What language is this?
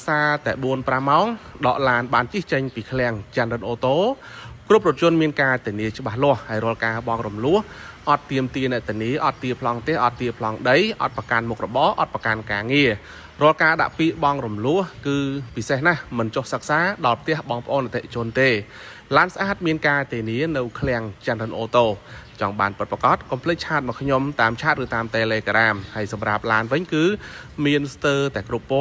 Khmer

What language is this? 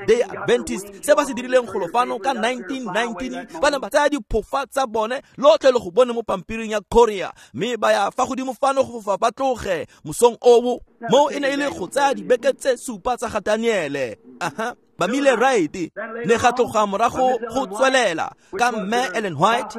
Tswana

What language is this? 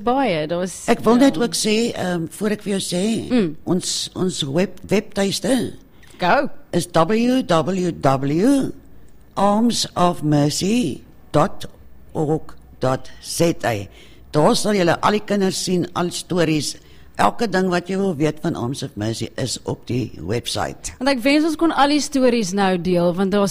Afrikaans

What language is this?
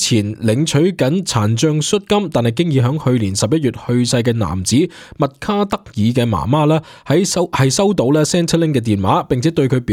Cantonese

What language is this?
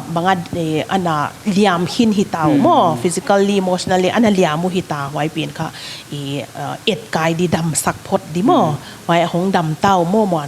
Paite Chin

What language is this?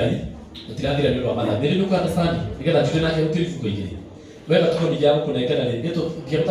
Kikuyu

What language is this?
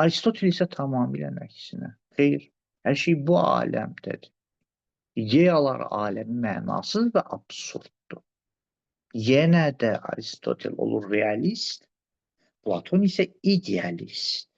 Azerbaijani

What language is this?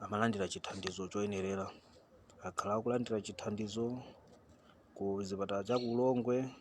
Nyanja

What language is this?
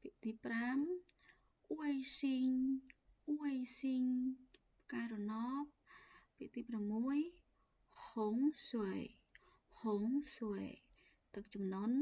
Khmer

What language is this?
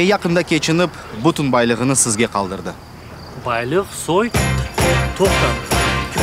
Crimean Tatar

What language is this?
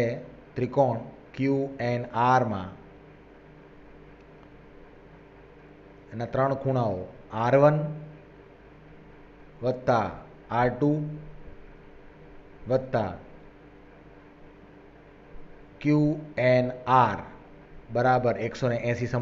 Gujarati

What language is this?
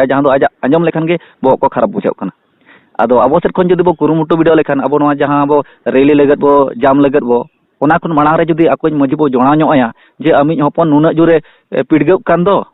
Santali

